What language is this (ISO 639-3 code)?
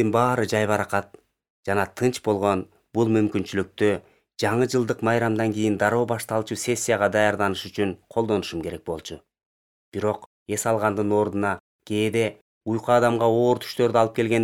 kir